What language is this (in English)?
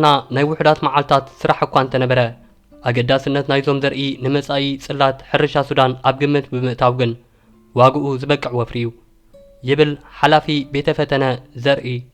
Tigrinya